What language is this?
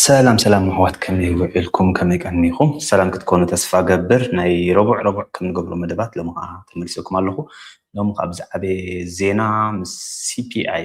Tigrinya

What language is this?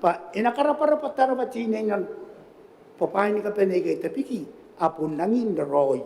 Gilbertese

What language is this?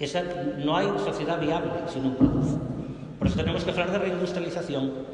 Asturian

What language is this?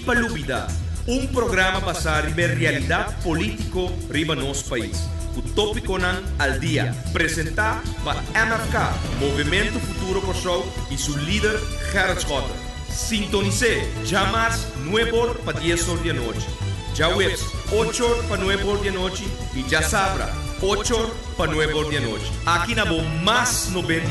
Papiamento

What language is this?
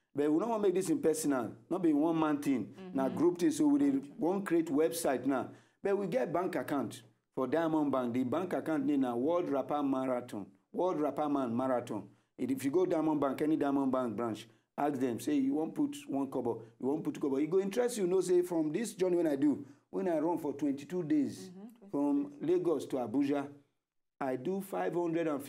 Nigerian Pidgin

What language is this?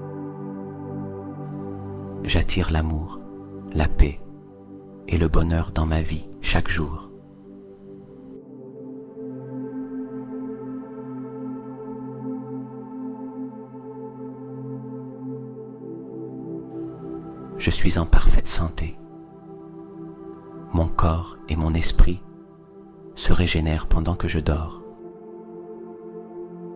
French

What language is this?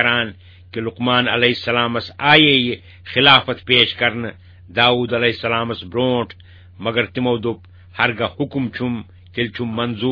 Kashmiri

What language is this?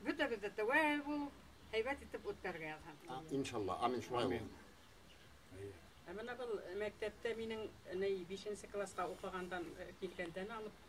Bashkir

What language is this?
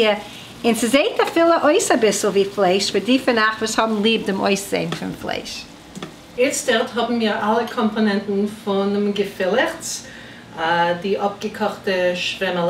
Yiddish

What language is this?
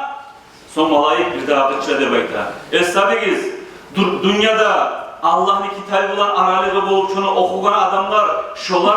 Kumyk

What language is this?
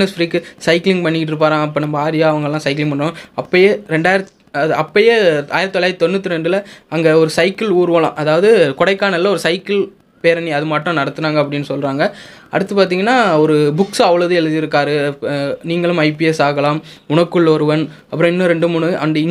Tamil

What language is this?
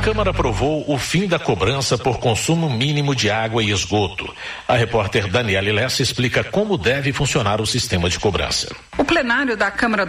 Portuguese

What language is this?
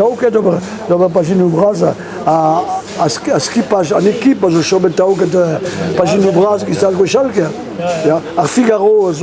Breton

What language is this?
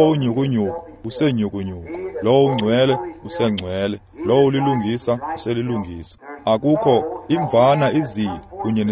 Xhosa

